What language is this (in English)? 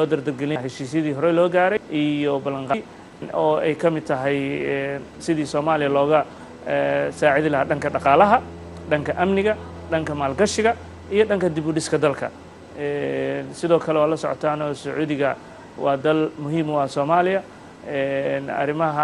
Somali